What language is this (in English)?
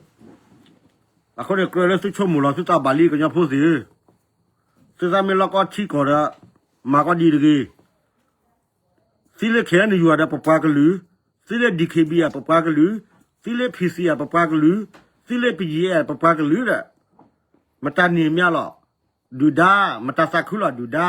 S'gaw Karen